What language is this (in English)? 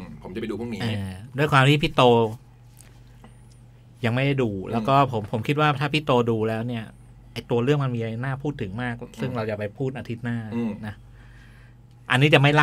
Thai